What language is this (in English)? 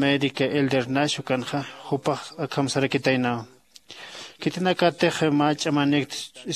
Aymara